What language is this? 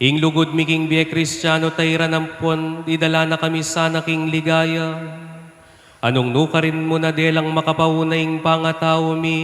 Pampanga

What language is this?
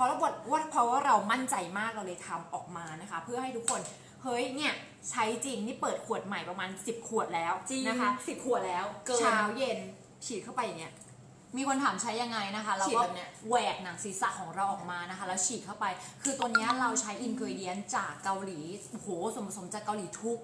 Thai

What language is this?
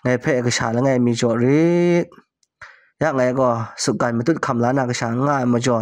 Kachin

